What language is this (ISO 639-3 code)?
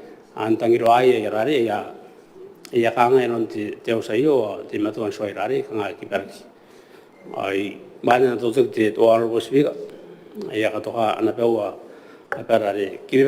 gil